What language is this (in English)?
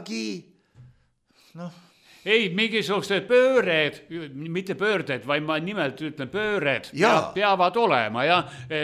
Estonian